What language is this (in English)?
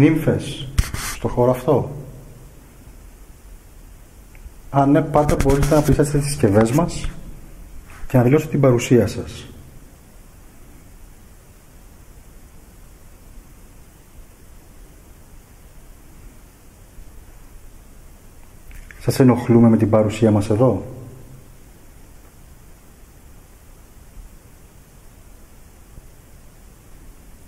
Greek